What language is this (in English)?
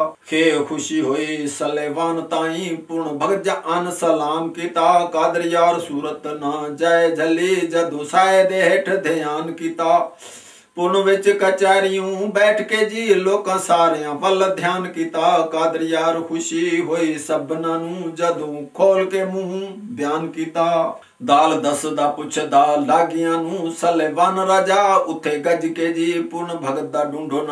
Punjabi